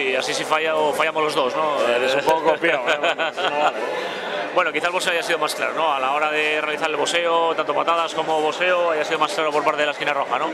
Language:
Spanish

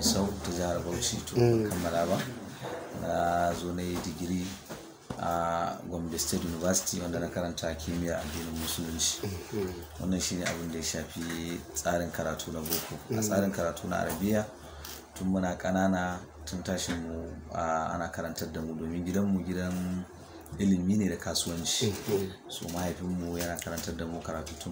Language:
Hausa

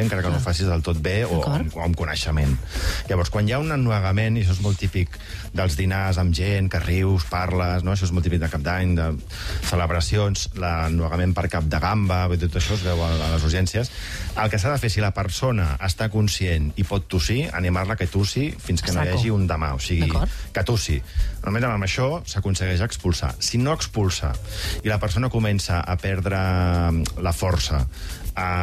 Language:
Catalan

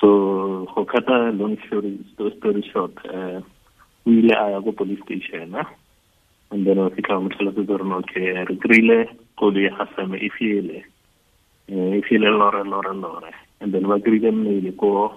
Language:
Tswana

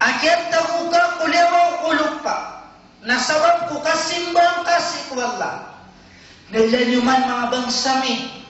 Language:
Maranao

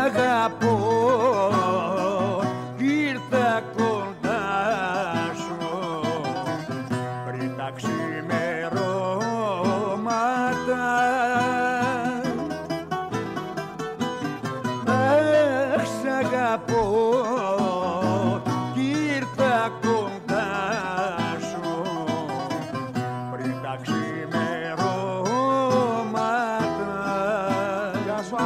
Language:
Greek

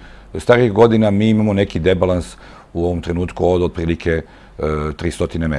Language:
Serbian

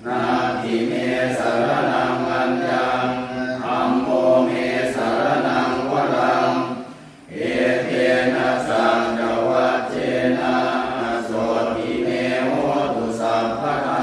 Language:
Pali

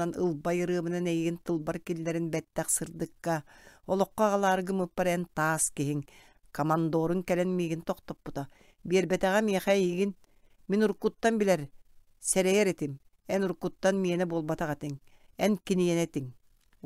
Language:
Yakut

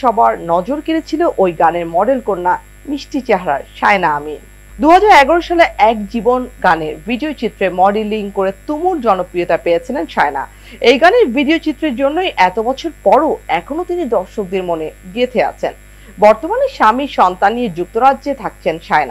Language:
Bangla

